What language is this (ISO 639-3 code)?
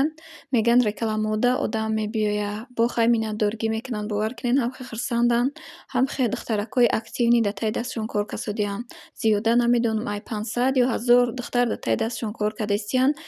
tgk